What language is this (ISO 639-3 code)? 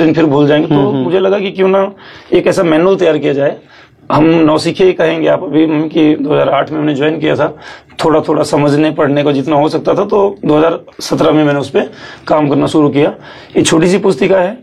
hin